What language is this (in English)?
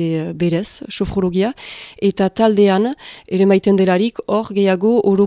Basque